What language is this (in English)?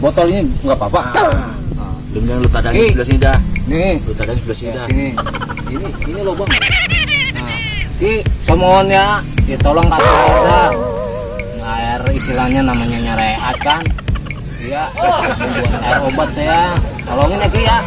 Betawi